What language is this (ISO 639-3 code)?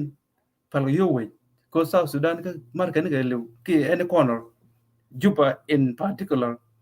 nus